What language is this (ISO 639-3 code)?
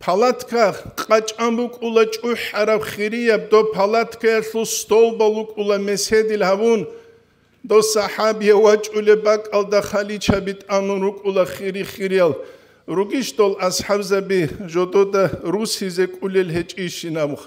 ava